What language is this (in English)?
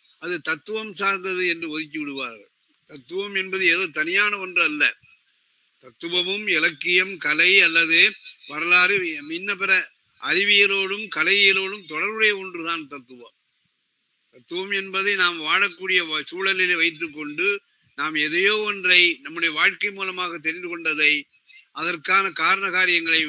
Tamil